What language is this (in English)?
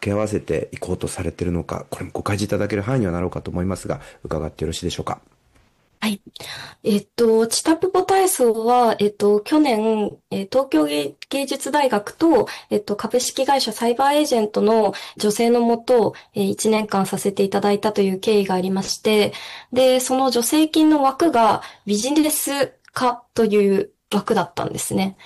Japanese